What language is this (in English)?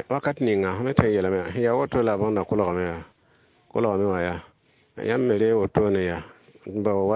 Mossi